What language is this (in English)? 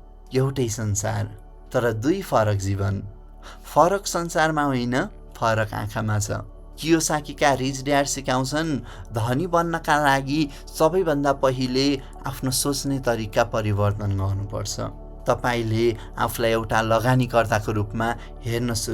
Nepali